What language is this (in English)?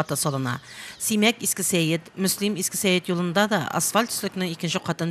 Tatar